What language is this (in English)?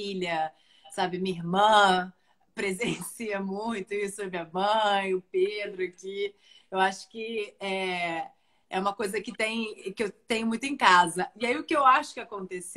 Portuguese